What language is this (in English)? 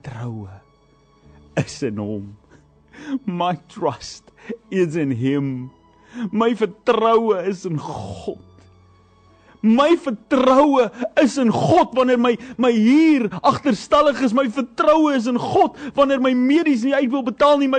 Afrikaans